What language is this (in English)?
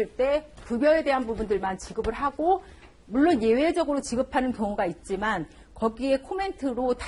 Korean